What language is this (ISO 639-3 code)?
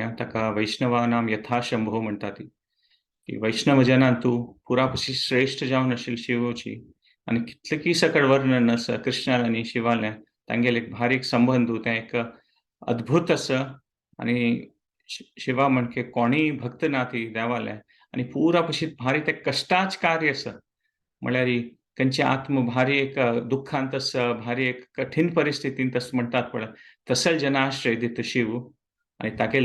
kok